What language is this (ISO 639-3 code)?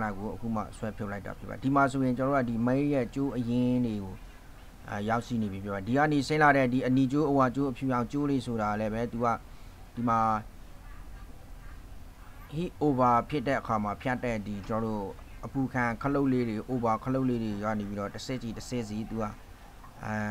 mya